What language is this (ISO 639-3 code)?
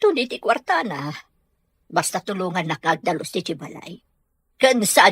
ilo